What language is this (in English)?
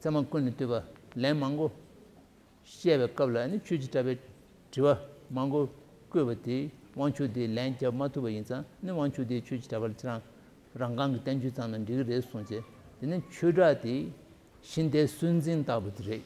Tibetan